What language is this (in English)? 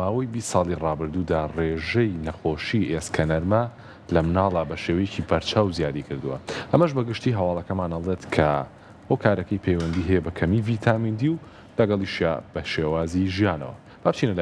Central Kurdish